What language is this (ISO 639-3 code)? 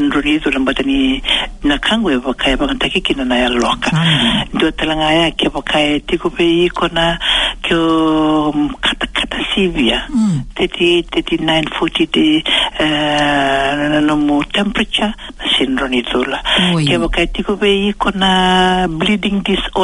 fij